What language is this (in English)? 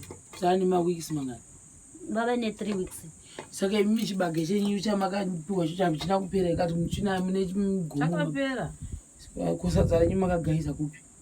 Shona